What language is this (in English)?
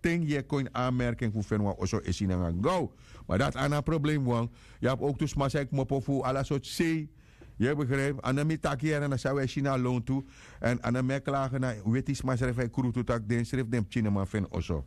Sranan Tongo